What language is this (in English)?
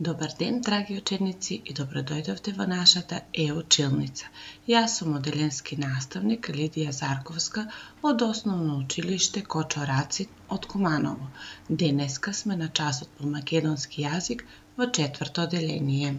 Macedonian